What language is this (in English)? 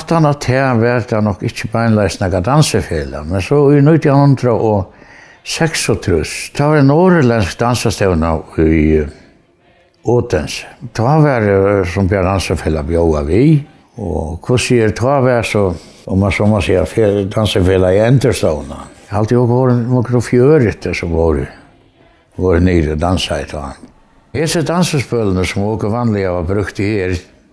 Faroese